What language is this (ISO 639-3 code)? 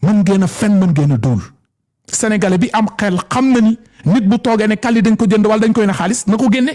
wol